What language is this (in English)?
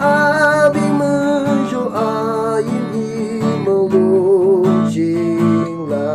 Yimchungru Naga